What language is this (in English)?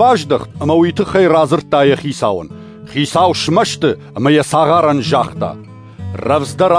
Ossetic